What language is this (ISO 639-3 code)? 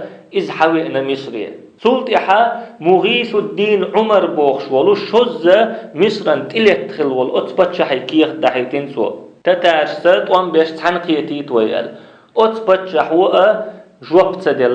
che